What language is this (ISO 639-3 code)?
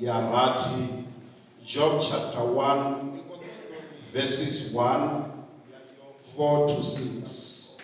ven